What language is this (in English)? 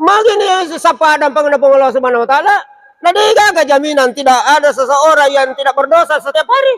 Buginese